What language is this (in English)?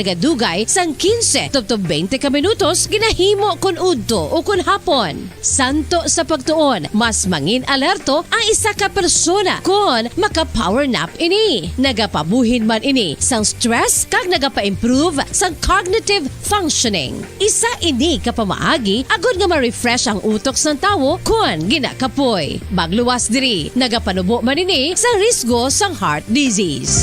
Hiligaynon